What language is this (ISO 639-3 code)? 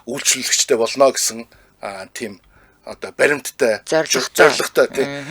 mon